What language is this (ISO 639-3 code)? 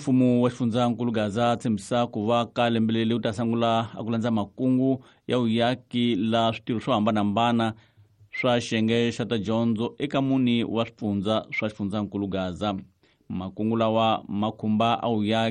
tso